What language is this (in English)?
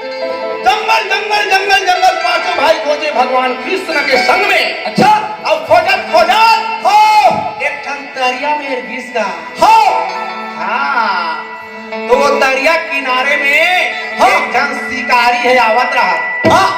Chhattisgarhi